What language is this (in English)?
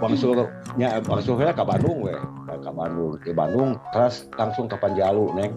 Sundanese